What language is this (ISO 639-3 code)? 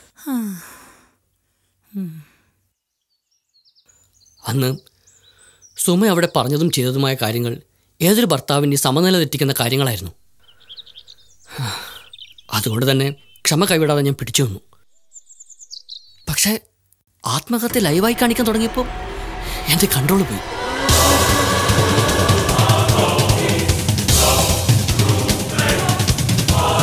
mal